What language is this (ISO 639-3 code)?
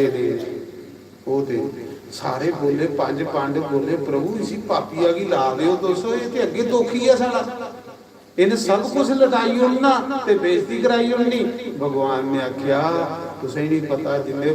doi